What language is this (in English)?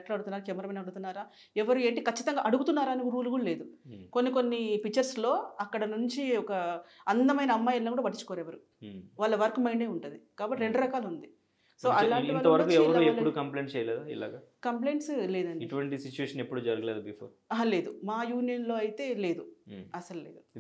Telugu